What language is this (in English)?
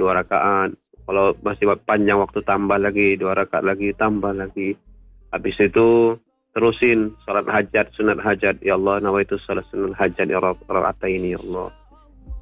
Indonesian